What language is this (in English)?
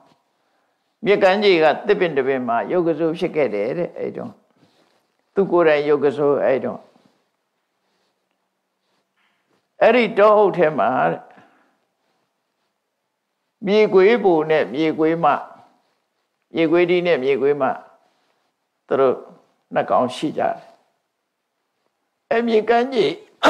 Burmese